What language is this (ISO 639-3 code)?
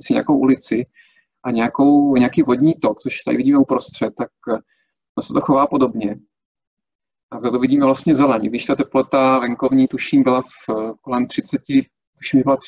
ces